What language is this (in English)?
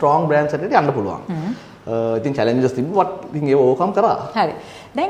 Sinhala